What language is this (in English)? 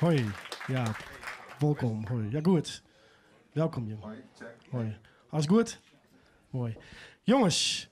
Western Frisian